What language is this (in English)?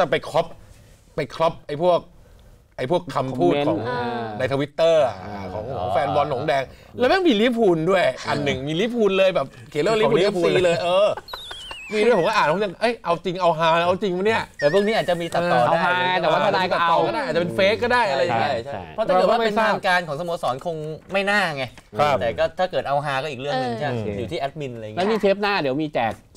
Thai